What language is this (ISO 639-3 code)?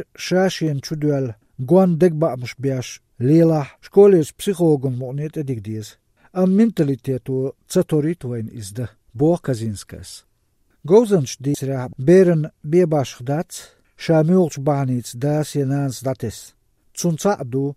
lit